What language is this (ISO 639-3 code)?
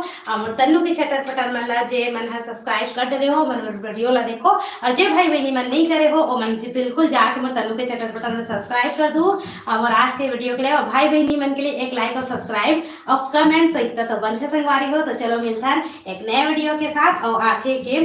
hne